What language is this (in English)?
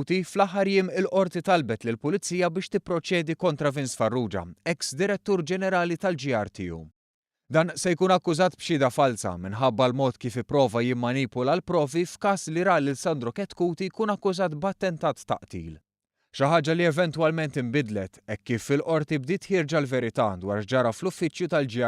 Maltese